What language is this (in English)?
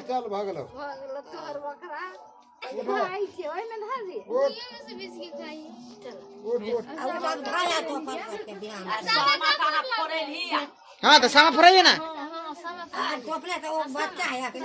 Maithili